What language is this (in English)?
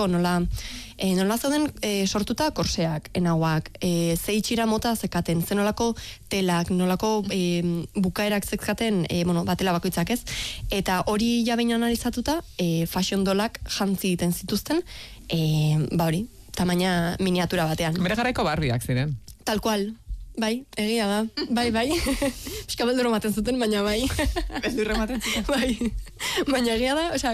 Basque